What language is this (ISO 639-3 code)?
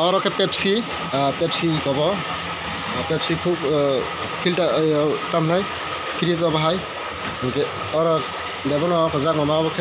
trp